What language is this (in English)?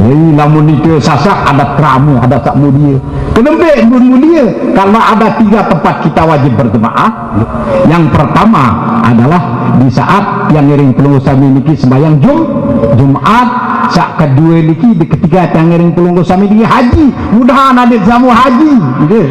Sasak